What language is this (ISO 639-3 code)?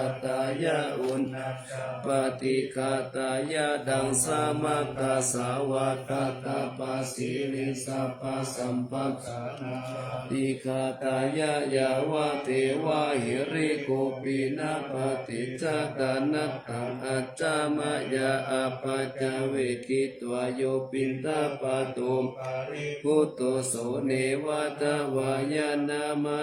pli